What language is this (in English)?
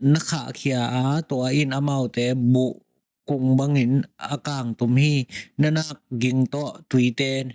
Tedim Chin